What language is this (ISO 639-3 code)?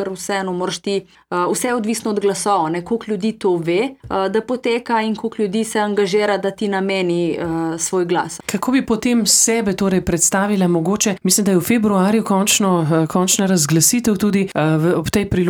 slv